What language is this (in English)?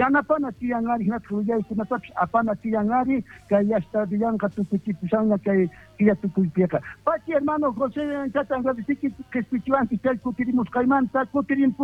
South Bolivian Quechua